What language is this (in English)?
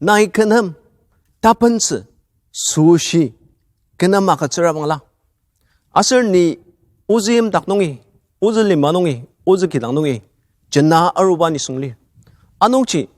Ao Naga